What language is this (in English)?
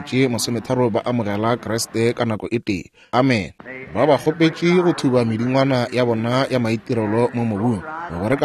Northern Sotho